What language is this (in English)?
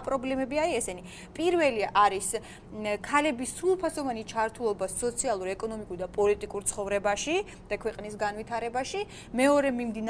Georgian